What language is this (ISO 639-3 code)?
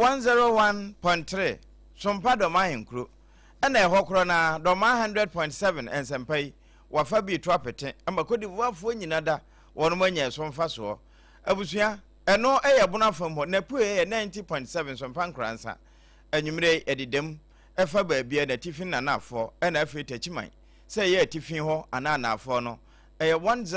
aka